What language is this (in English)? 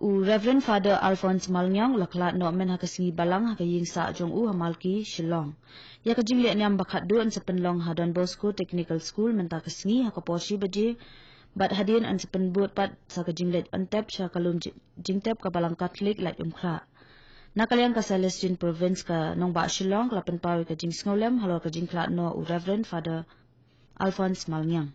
Khasi